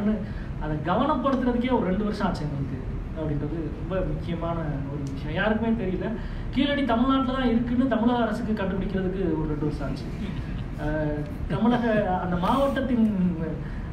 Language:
Tamil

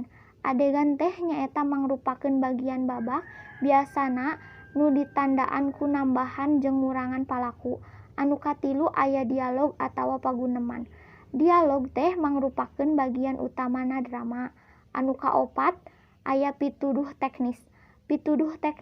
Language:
Sundanese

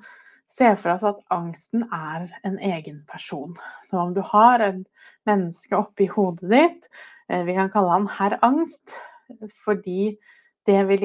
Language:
Norwegian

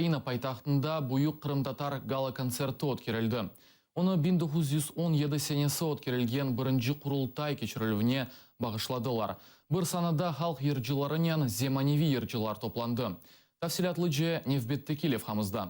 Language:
Crimean Tatar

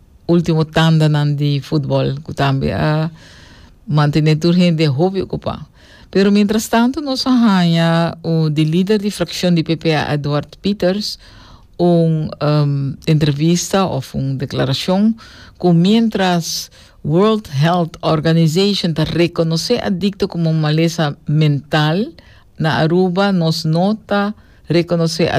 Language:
Papiamento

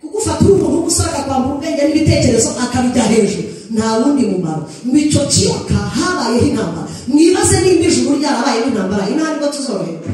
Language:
Kinyarwanda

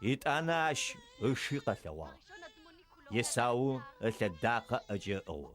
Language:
Adyghe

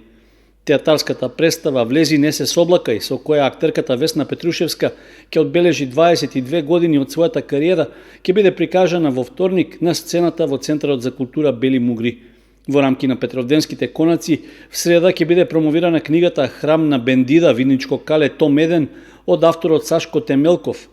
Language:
Macedonian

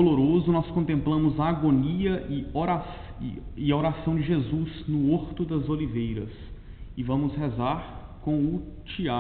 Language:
Portuguese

